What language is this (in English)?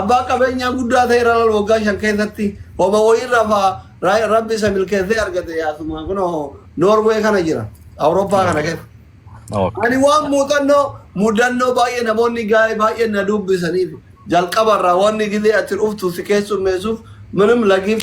Oromo